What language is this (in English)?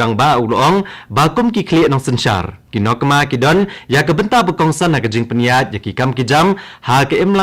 Khasi